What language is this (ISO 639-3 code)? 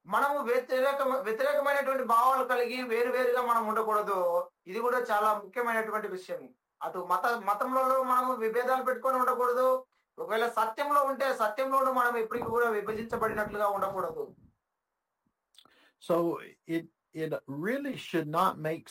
tel